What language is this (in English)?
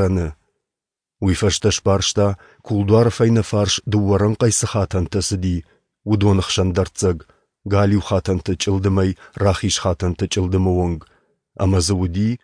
Ossetic